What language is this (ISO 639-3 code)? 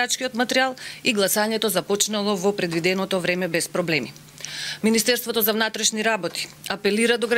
mkd